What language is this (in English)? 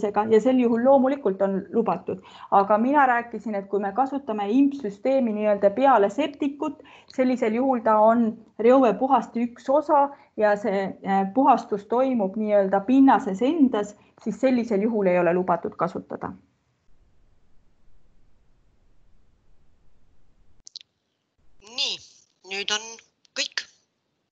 Estonian